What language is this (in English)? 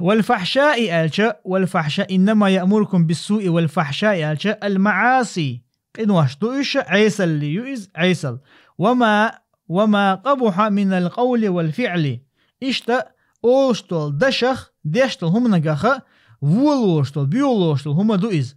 Chechen